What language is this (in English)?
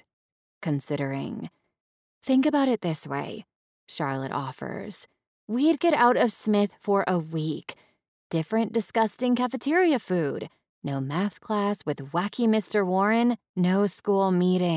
English